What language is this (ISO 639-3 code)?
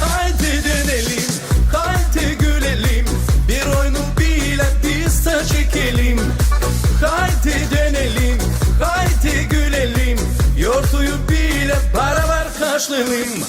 gag